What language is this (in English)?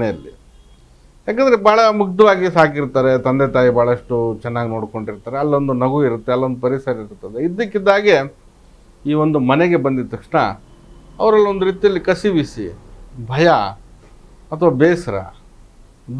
Kannada